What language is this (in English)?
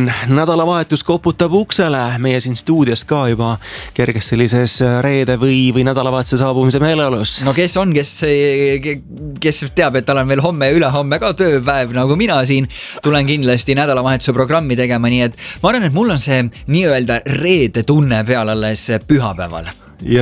Estonian